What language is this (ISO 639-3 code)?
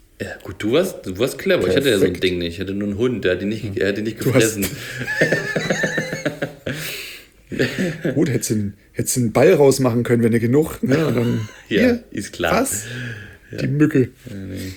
deu